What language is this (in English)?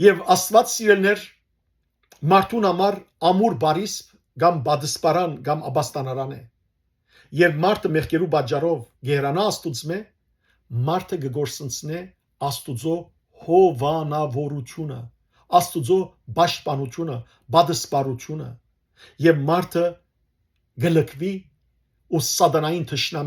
Western Armenian